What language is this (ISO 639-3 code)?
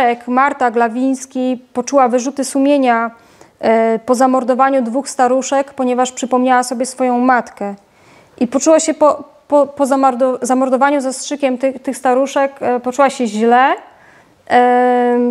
pol